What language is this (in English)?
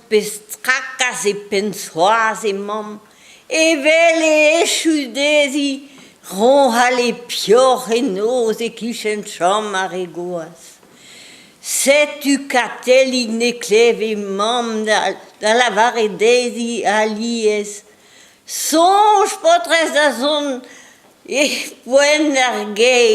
Breton